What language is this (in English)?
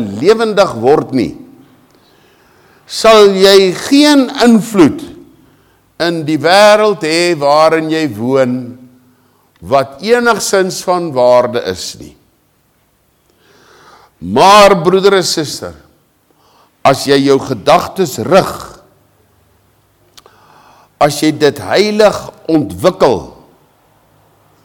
Afrikaans